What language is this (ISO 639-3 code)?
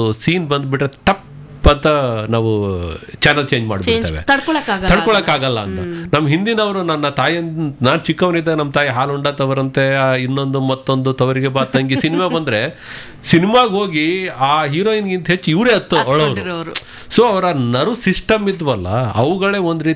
kan